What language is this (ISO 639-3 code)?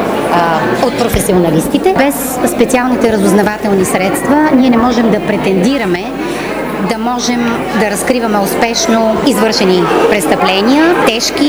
bul